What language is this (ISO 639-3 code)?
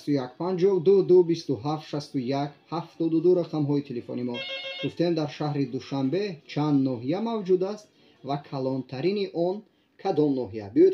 tgk